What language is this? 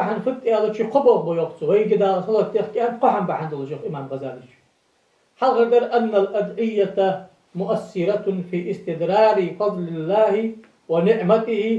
Ingush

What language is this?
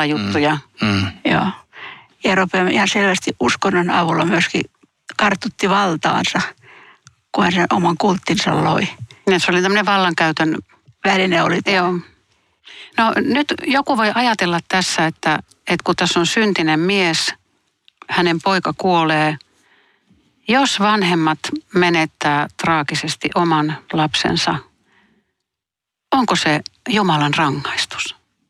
Finnish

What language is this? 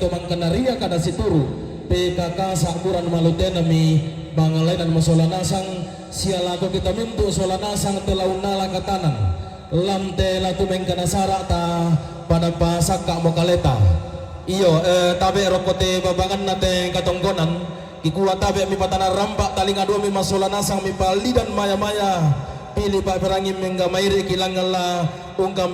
Toraja-Sa'dan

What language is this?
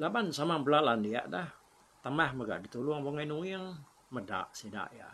Iban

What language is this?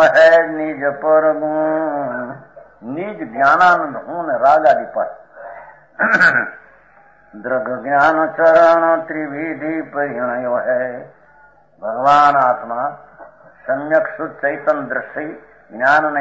Gujarati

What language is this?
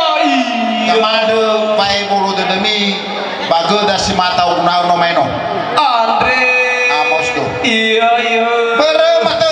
Nias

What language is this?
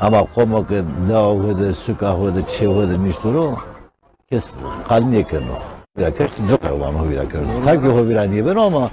Zaza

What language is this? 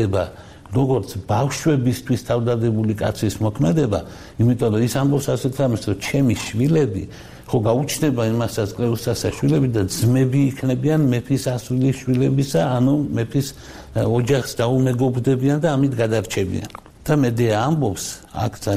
Georgian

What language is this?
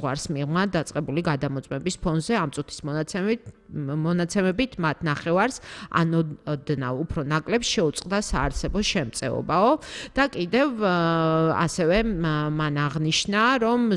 Georgian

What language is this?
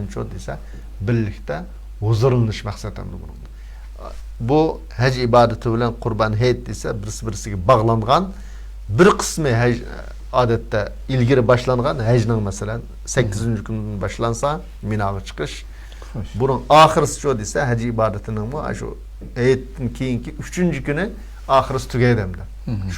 Uyghur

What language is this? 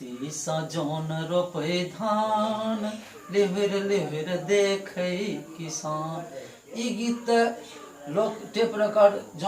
Maithili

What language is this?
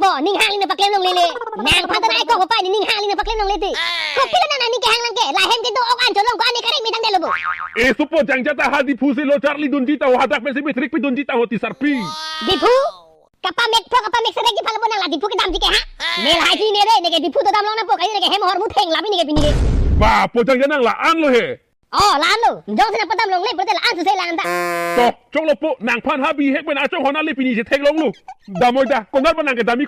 Karbi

